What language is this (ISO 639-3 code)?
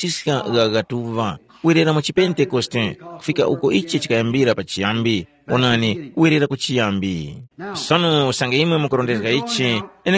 tum